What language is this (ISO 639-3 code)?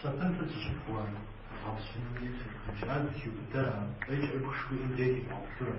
kbd